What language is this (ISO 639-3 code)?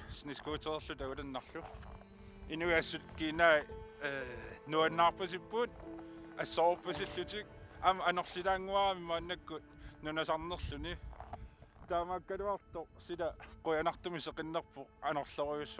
kal